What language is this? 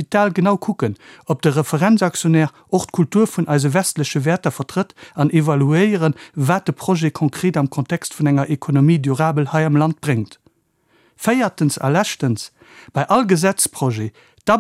Luxembourgish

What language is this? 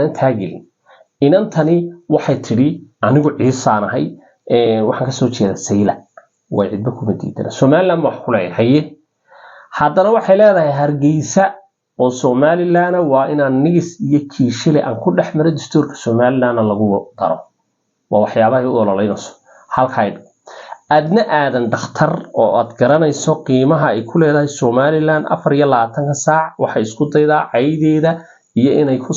Somali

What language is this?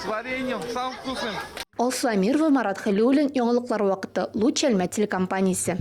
Tatar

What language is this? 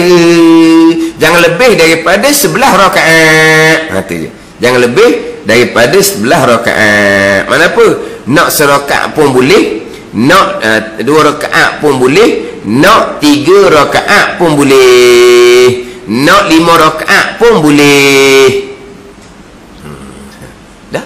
Malay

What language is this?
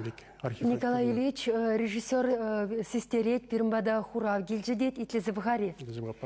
Chuvash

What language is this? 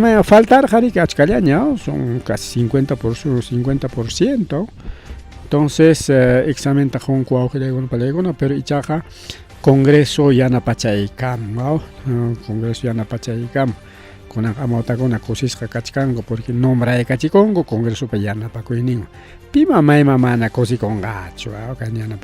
Ayacucho Quechua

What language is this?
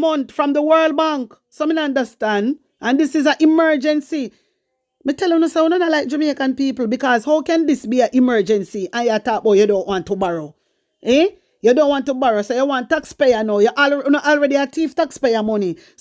Jamaican Creole English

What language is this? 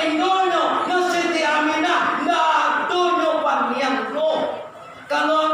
Minangkabau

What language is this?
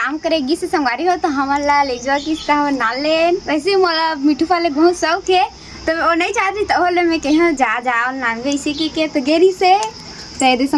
Chhattisgarhi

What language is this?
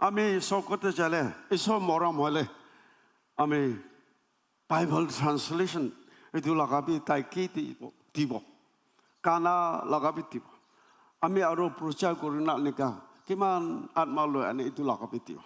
Naga Pidgin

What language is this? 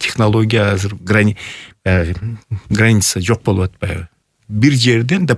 Kyrgyz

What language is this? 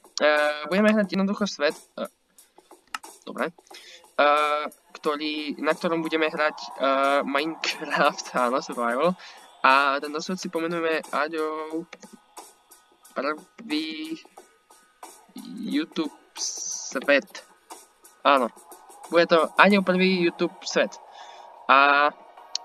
Slovak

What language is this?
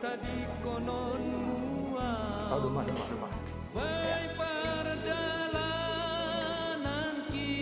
Batak Simalungun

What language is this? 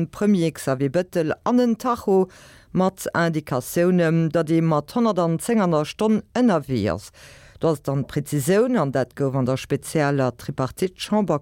Luxembourgish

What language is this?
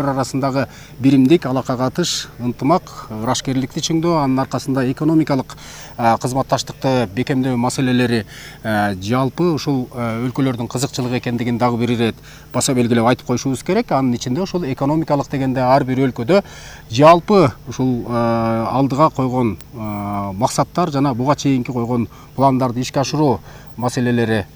Kyrgyz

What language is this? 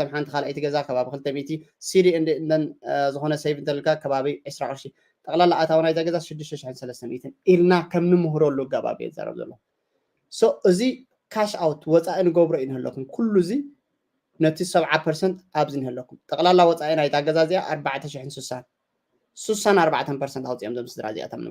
Tigrinya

